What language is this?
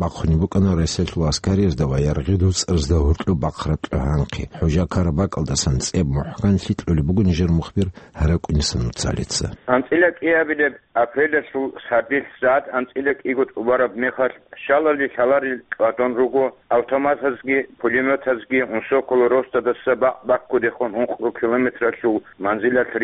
Avaric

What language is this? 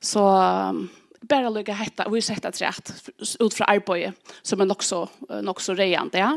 Faroese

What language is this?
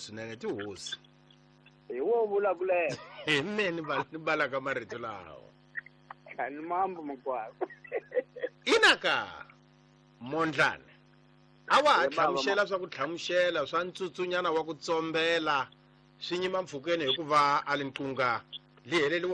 Tsonga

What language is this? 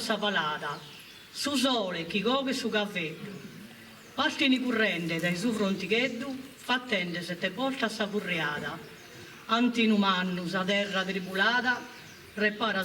Sardinian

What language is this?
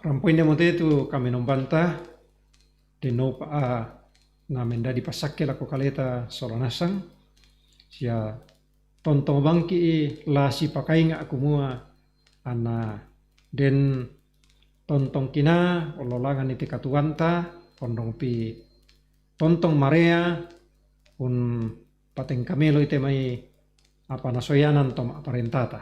Toraja-Sa'dan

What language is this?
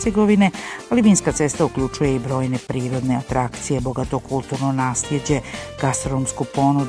Bosnian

